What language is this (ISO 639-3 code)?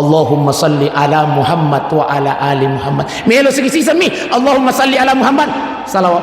bug